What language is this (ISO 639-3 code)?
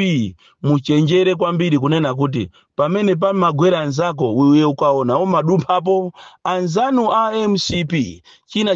nya